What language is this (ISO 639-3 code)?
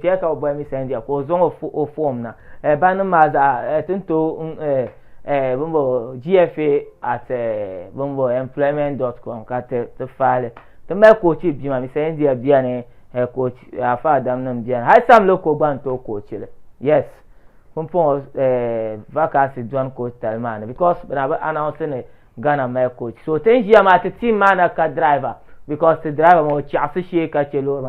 dag